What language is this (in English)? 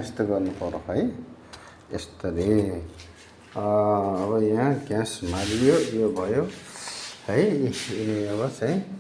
Nepali